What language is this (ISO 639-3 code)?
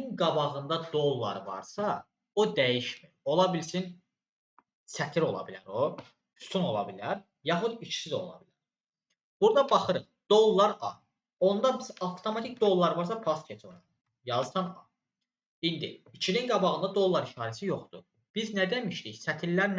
aze